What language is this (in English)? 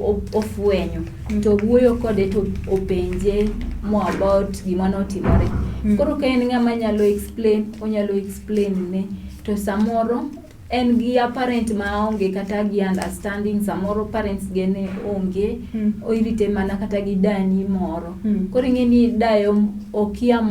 Luo (Kenya and Tanzania)